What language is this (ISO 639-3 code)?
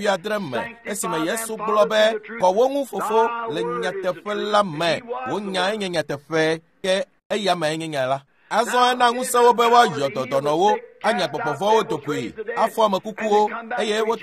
ewe